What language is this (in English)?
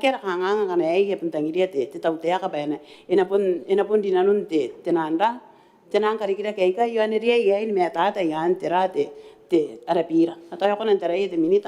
Gilbertese